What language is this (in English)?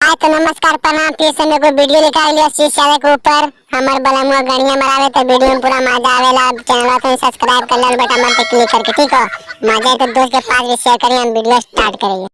Magahi